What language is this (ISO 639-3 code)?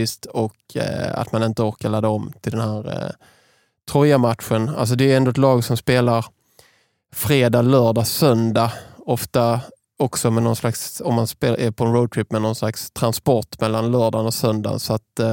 swe